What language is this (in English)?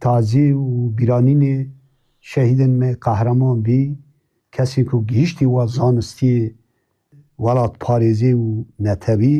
Kurdish